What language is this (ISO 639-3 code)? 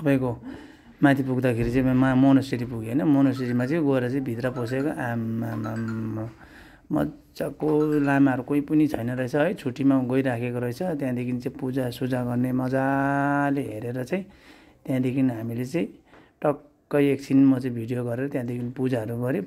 nep